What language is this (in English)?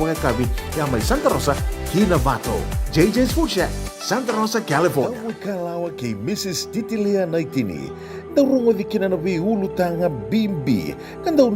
Fijian